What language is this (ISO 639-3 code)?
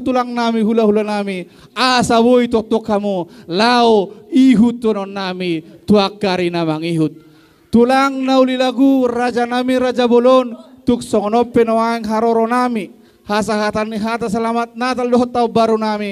bbc